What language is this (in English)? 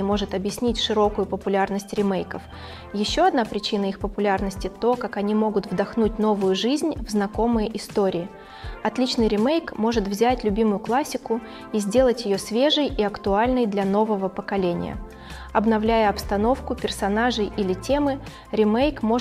Russian